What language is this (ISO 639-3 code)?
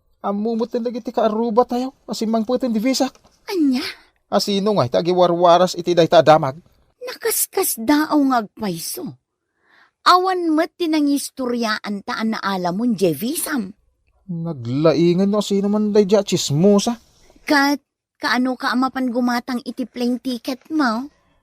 ilo